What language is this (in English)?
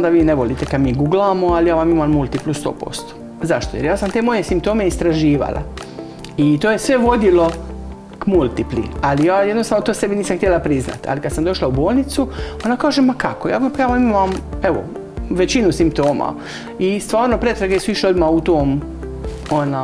Croatian